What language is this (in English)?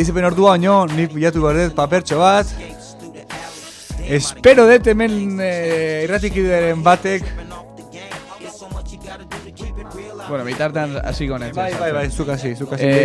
Basque